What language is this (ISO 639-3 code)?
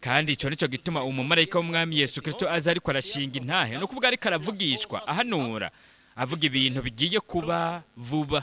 run